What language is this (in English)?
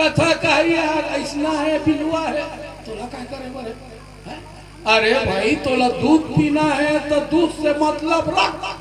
Chhattisgarhi